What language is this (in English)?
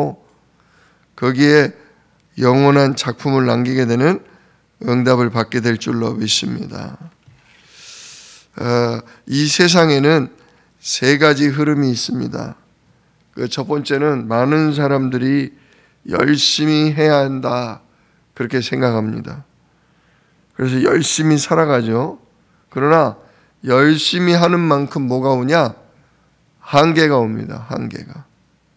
Korean